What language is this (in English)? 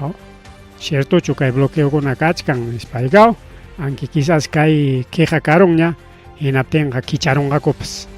Ayacucho Quechua